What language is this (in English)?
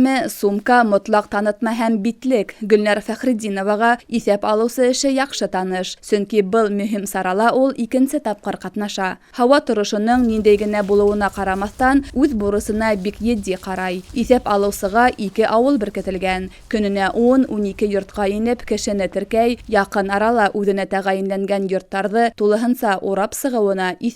Bashkir